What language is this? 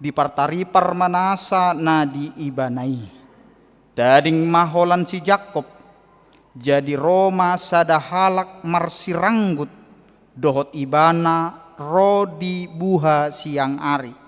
Batak Toba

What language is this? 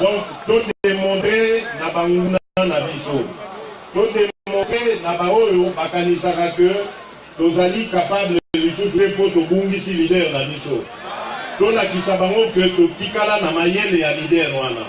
Lingala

